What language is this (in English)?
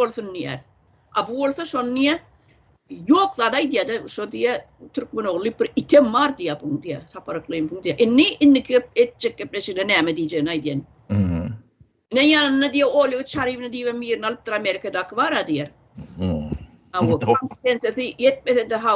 Turkmen